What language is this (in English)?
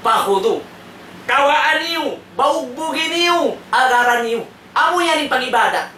Tausug